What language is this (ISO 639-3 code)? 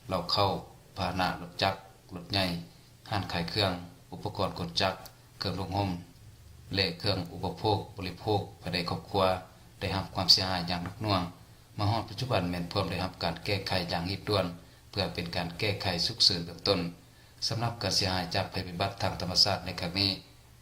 lao